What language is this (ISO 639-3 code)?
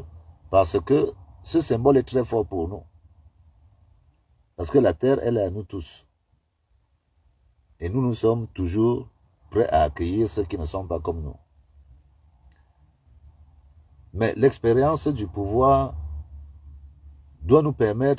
fra